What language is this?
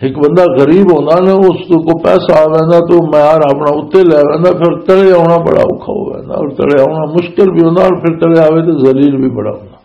Western Panjabi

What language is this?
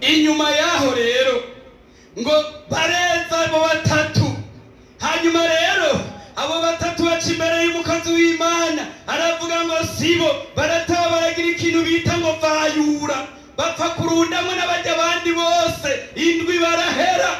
Rundi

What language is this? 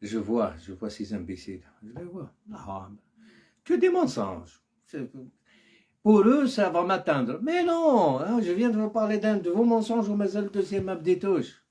Algerian Arabic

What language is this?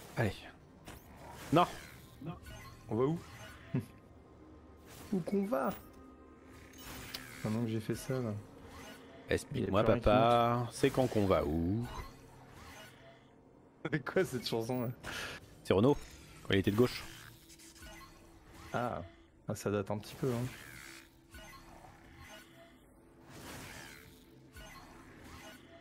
French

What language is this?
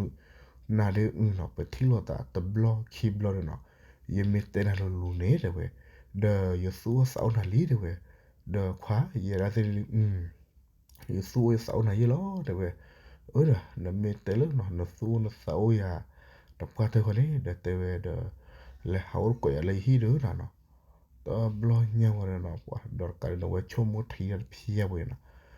S'gaw Karen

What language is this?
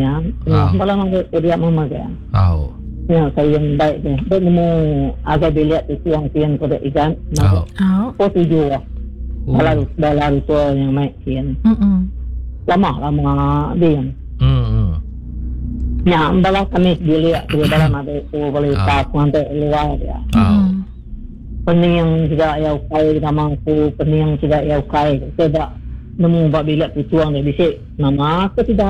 Iban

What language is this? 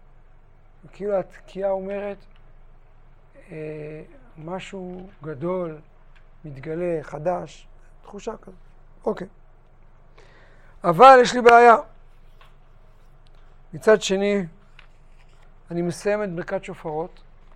Hebrew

